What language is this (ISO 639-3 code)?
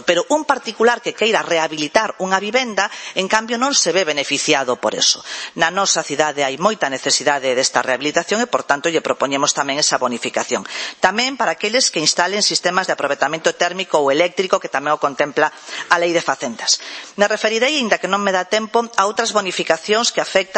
glg